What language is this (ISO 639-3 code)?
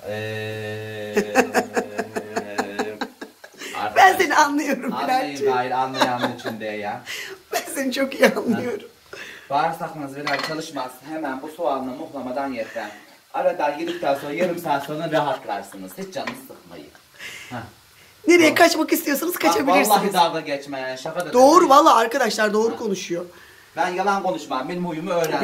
tur